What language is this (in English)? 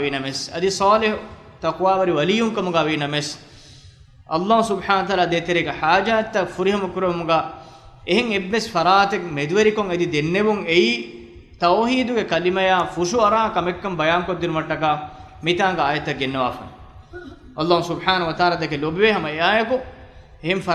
Divehi